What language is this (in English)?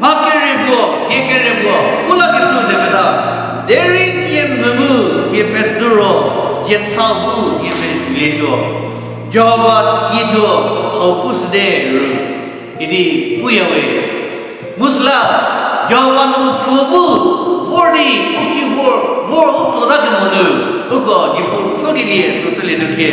Angami Naga